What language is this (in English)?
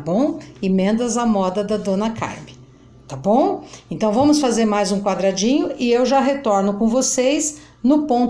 Portuguese